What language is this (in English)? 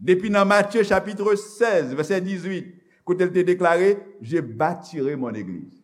Haitian Creole